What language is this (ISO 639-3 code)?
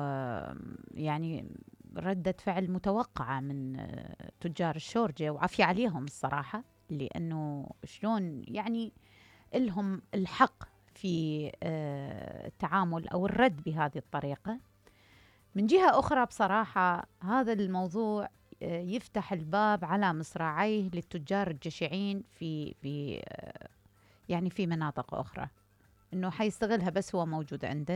acm